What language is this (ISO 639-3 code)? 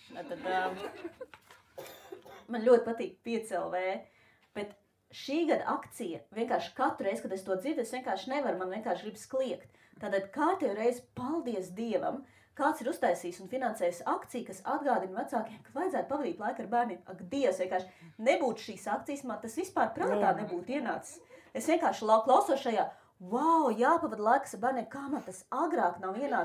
lav